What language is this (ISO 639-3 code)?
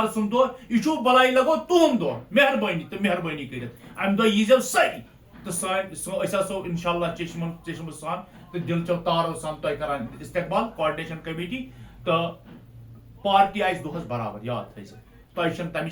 kas